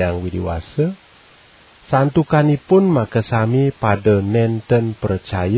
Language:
Balinese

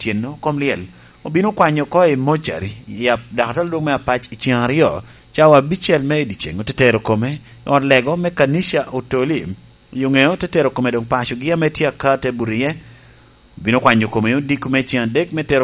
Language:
Lango (Uganda)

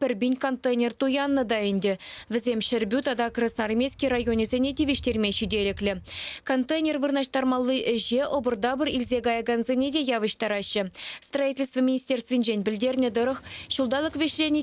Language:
Chuvash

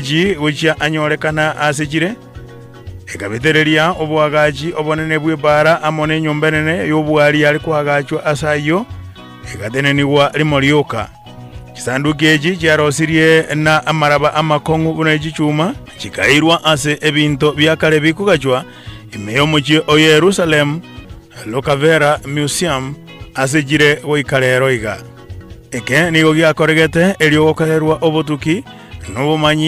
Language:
Gusii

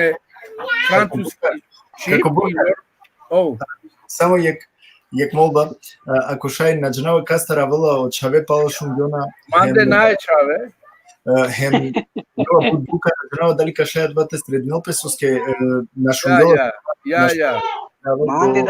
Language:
Balkan Romani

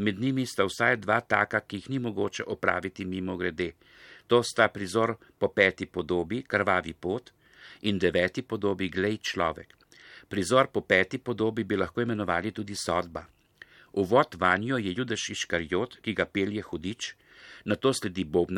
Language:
Slovenian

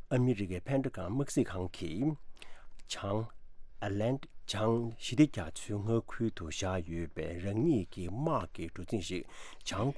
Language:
Tibetan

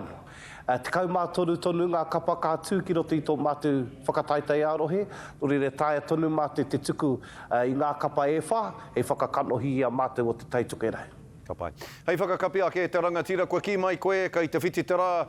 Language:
Māori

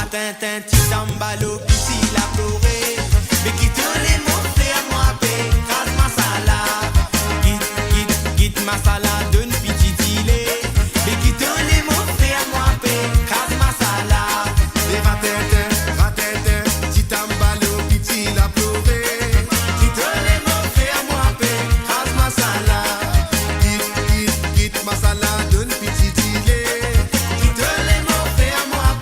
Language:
Morisyen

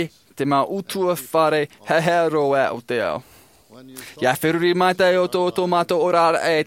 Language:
Tahitian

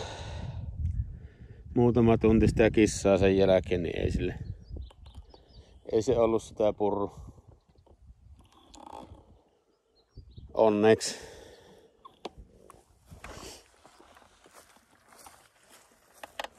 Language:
Finnish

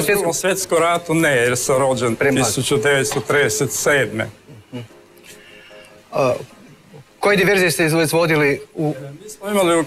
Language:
Croatian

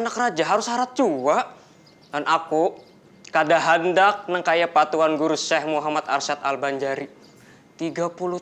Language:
Banjar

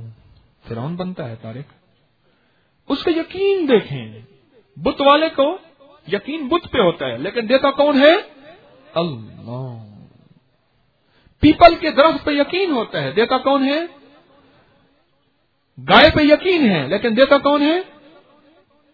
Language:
Urdu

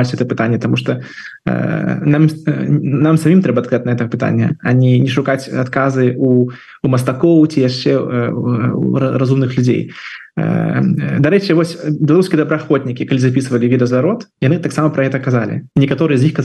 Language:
Belarusian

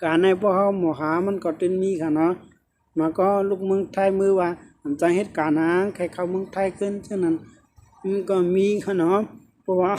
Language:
Shan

